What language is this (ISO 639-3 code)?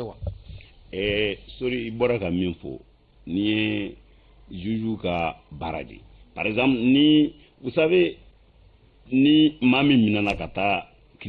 bam